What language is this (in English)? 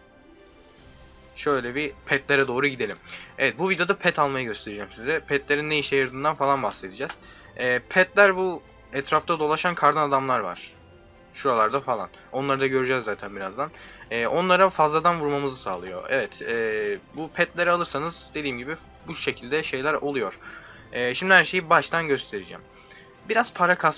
Turkish